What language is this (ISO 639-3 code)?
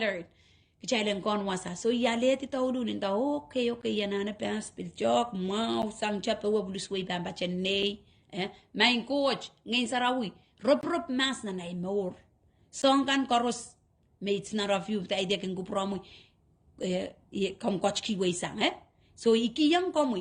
pon